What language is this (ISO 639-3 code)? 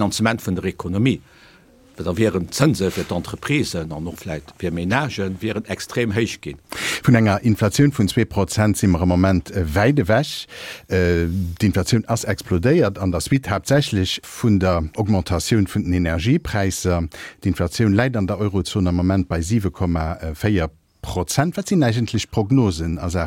ltz